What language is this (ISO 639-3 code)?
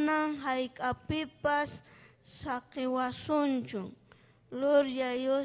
quy